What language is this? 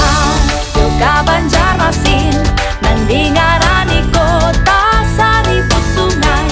Banjar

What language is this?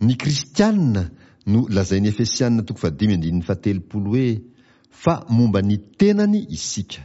Malagasy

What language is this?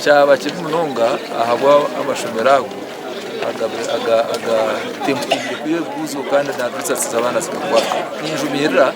Nyankole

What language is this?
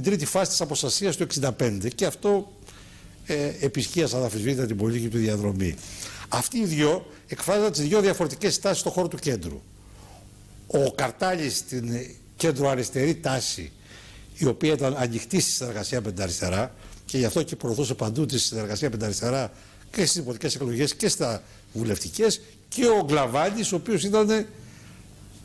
Greek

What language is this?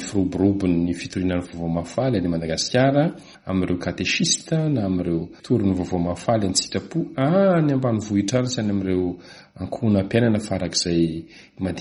Malagasy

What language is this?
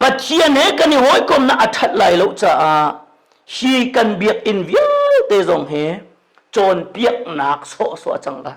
Hakha Chin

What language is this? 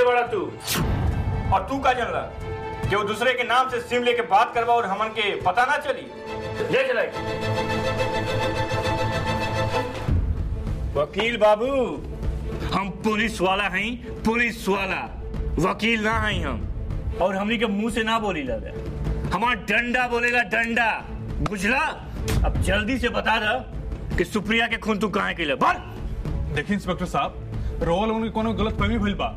Bhojpuri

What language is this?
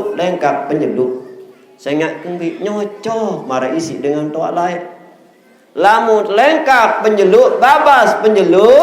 Sasak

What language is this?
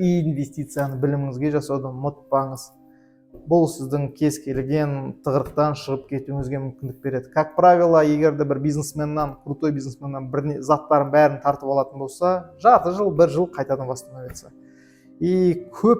Kazakh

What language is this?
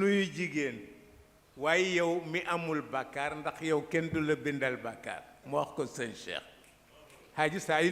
Wolof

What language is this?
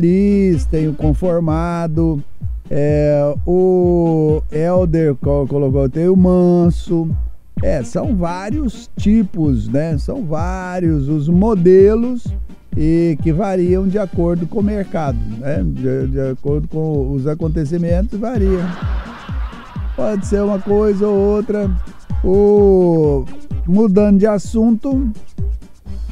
Portuguese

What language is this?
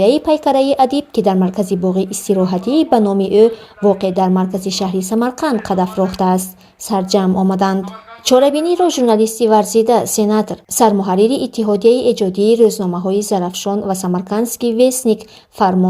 Tajik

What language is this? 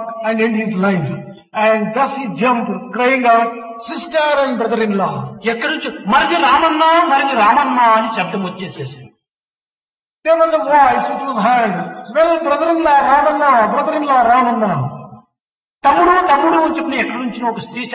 Telugu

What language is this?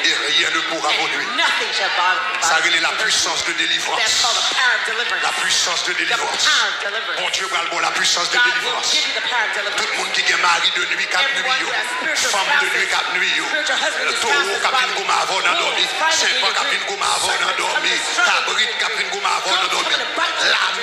Haitian Creole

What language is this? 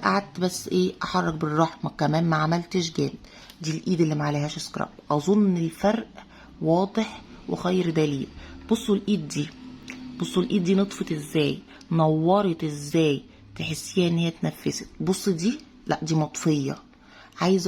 Egyptian Arabic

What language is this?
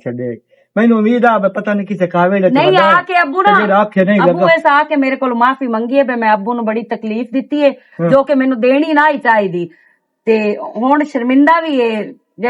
Western Panjabi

